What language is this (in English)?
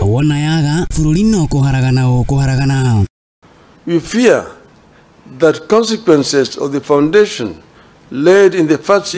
Kikuyu